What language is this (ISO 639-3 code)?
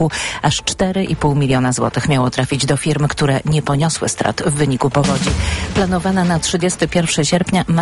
pol